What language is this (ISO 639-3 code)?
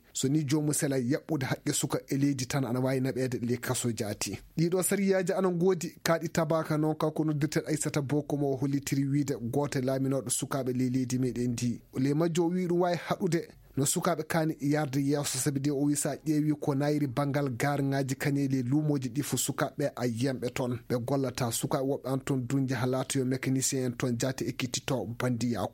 ful